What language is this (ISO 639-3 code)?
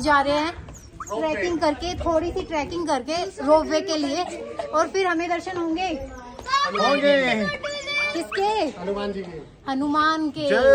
hin